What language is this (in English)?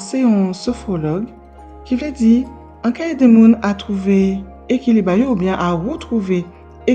Guadeloupean Creole French